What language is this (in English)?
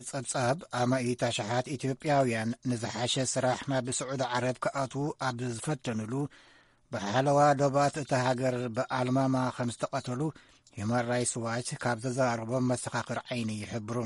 Tigrinya